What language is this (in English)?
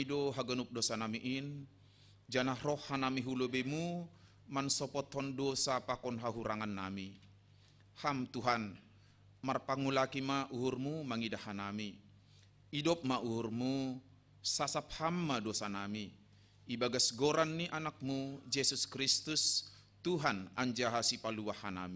Batak Simalungun